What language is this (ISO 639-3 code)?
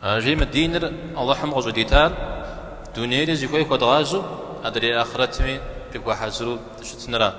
kbd